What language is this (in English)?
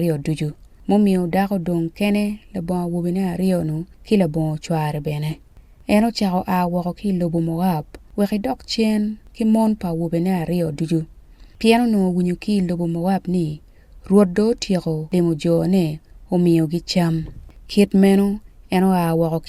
Acoli